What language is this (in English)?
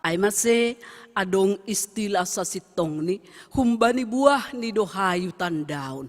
Batak Simalungun